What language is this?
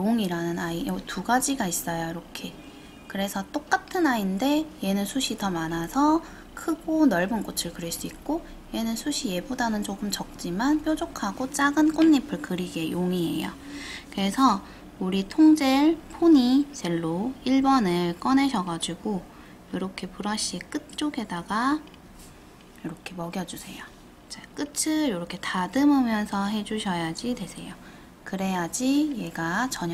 Korean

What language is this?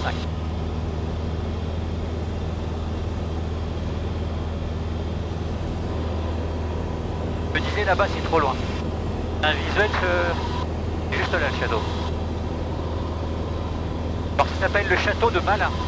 French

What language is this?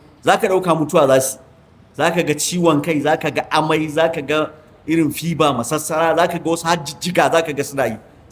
Hausa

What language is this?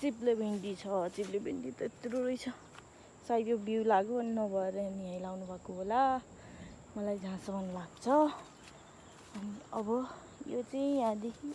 Nepali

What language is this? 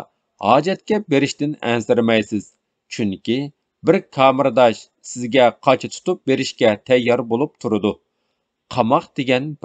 Uyghur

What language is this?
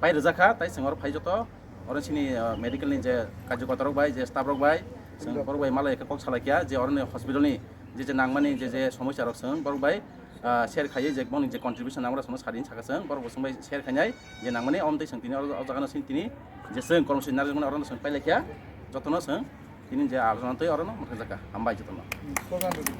Kok Borok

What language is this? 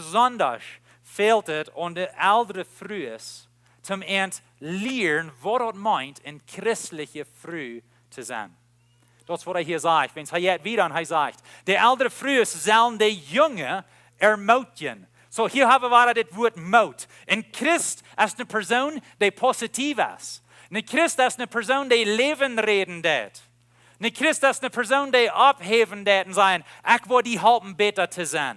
Plautdietsch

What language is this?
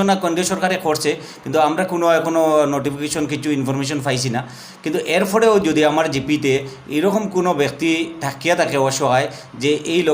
Sylheti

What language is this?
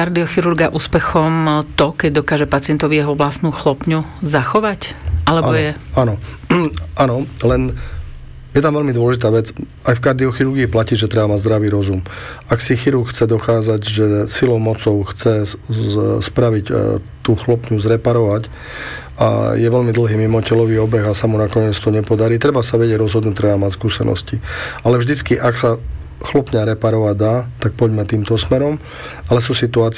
Slovak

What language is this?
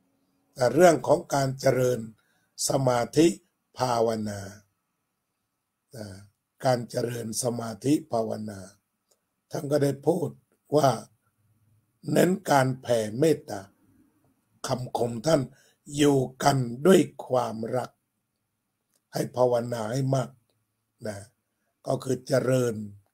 Thai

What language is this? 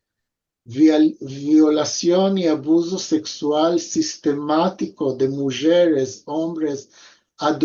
Ladino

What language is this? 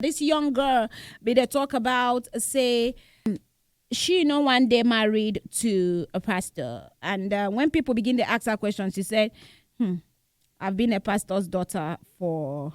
Nigerian Pidgin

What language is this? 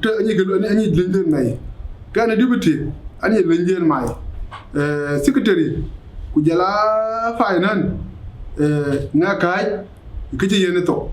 Dinka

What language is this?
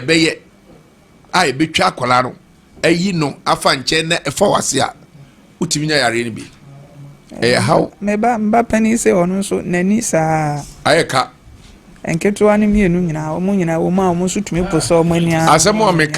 Akan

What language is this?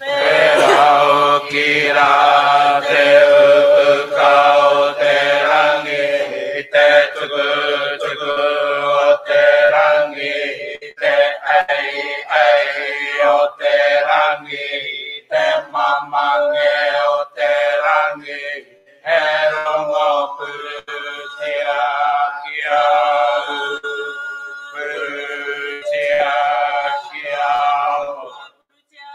Māori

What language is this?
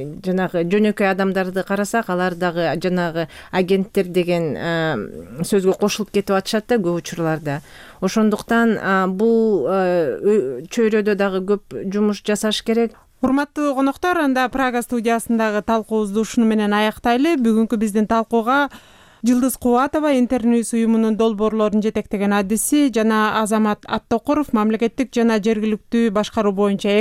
Kyrgyz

